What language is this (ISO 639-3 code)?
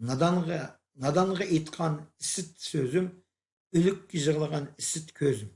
uig